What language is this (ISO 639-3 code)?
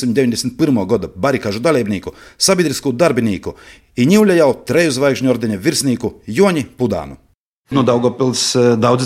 lav